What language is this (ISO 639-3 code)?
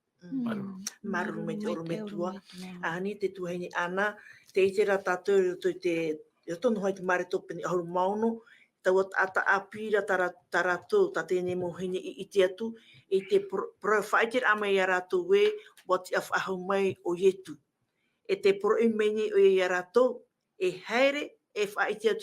tah